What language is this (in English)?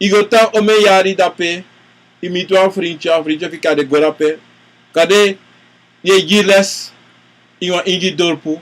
Sranan Tongo